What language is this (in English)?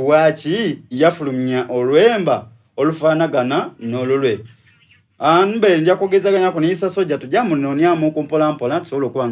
Soga